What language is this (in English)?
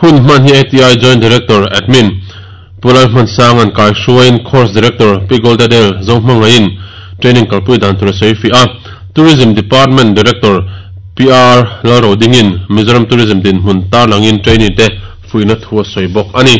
Mizo